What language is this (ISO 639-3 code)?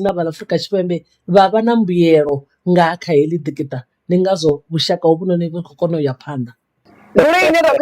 ven